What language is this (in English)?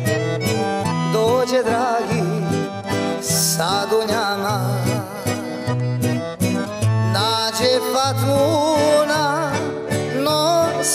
Bosnian